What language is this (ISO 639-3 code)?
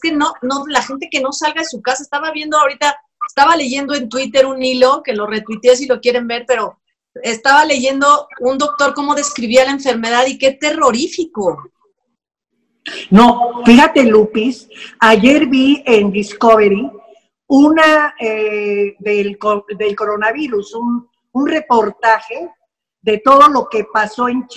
spa